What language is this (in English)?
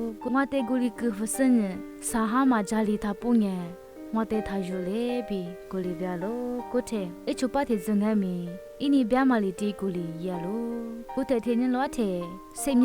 Lisu